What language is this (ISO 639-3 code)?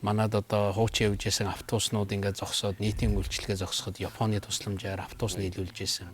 mon